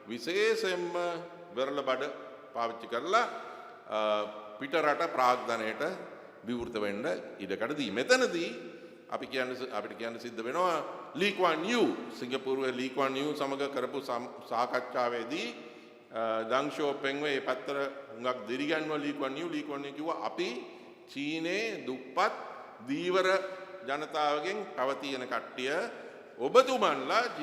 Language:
Sinhala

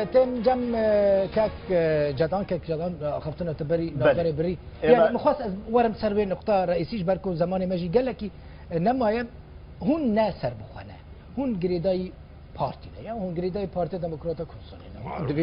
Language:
Kurdish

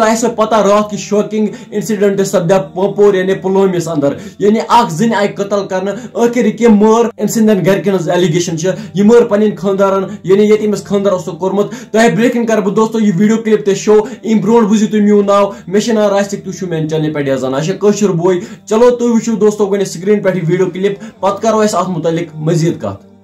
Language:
Kashmiri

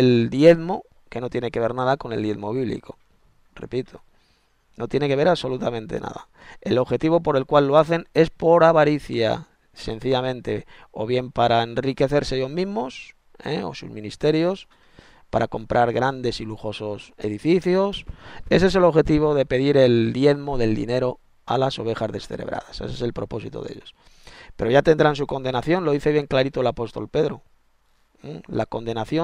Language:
Spanish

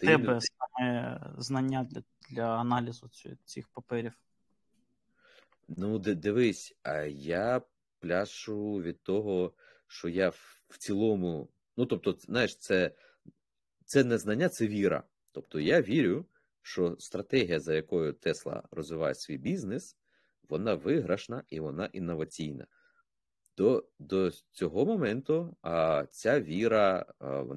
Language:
Ukrainian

